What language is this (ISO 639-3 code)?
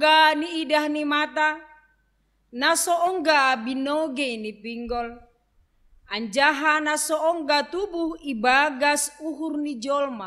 bts